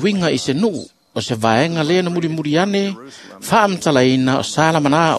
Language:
Samoan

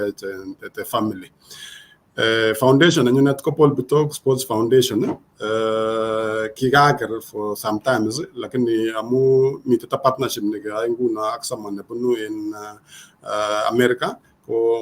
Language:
Kalenjin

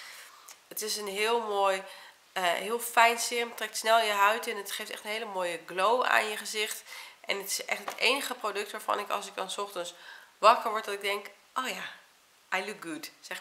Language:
Dutch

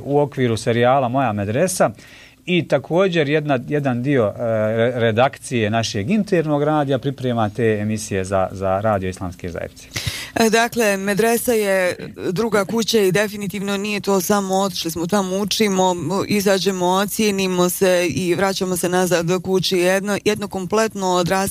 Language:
Bosnian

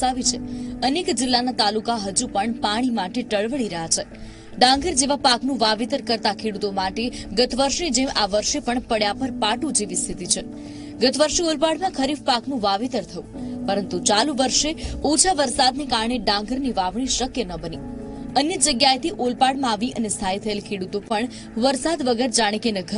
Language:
Gujarati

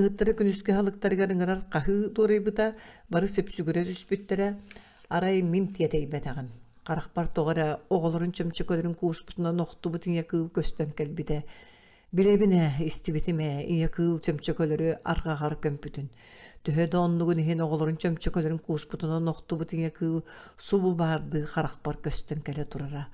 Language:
Yakut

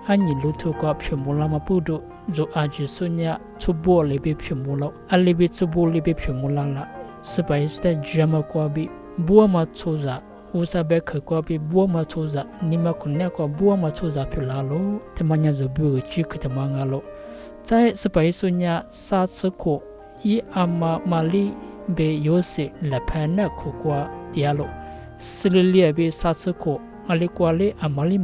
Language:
Lisu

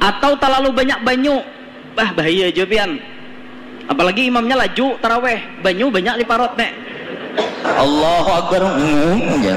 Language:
Banjar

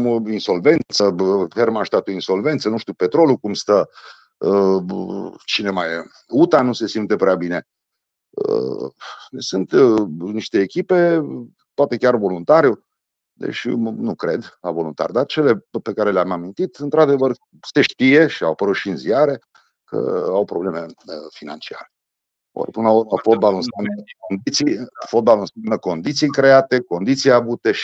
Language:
Romanian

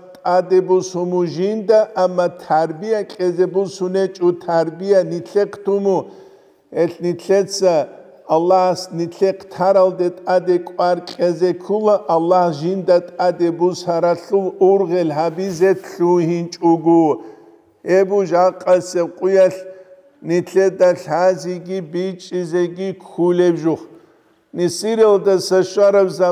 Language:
Avaric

